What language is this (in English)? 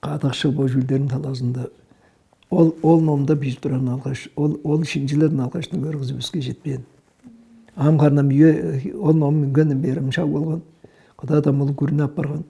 Tuvinian